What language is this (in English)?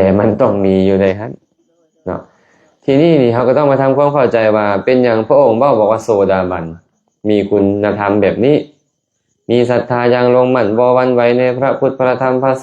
Lao